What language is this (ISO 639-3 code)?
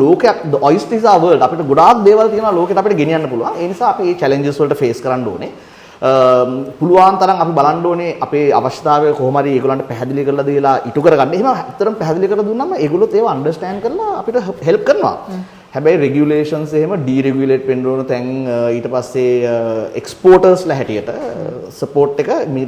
sin